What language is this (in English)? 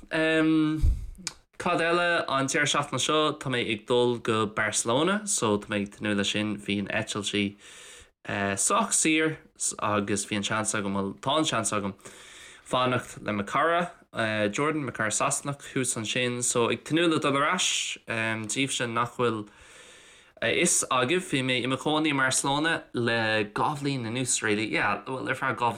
Irish